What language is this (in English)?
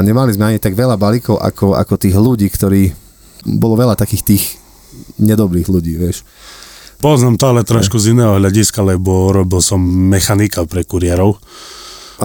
Slovak